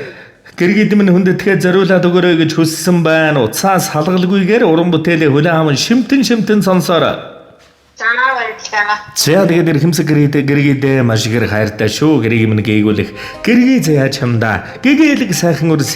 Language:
Mongolian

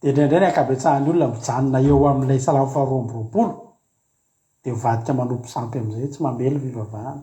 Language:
Malagasy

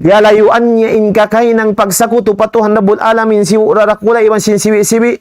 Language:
Tausug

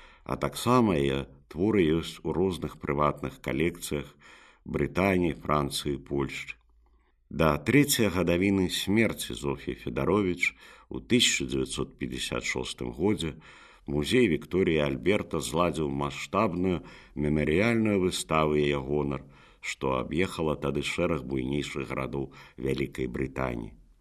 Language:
Belarusian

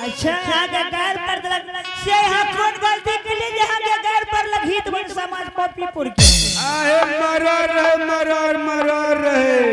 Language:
Angika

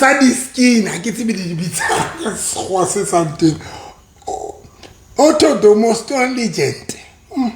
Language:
Southern Sotho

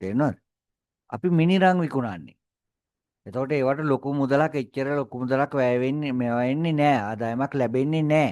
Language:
Sinhala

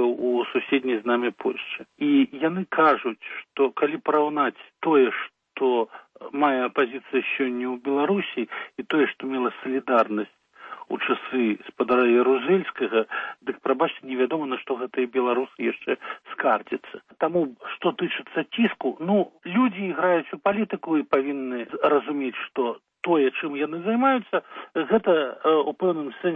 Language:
Belarusian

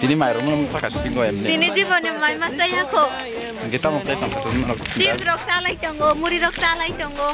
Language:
Kok Borok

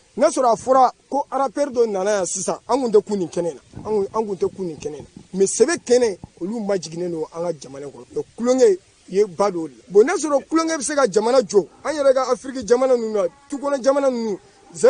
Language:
Bambara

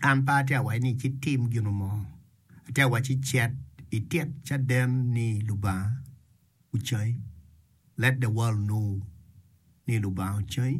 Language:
Acoli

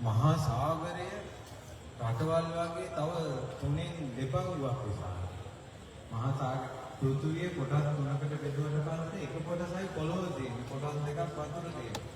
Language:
Sinhala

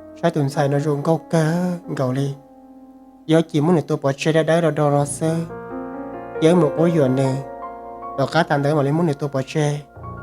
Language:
Hmong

